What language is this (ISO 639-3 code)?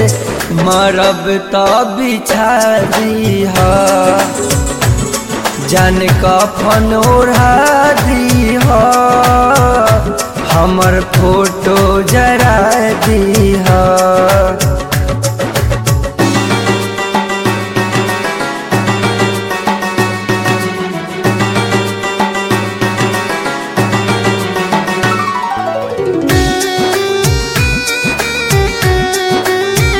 bho